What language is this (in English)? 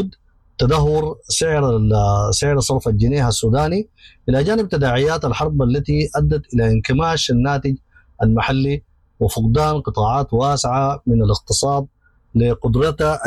Sudanese Arabic